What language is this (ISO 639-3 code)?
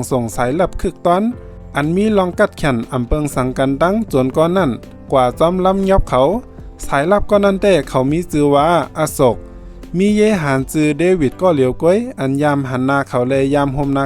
shn